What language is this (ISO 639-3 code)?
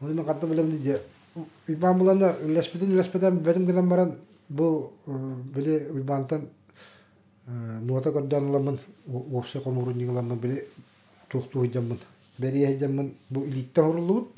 sah